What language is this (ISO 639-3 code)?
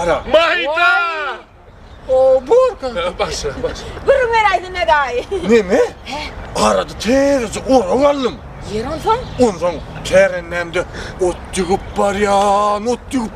tuk